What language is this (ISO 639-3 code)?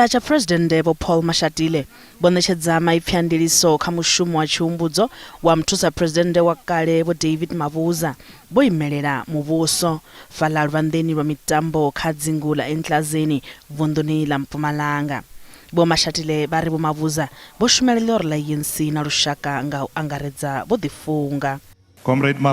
ven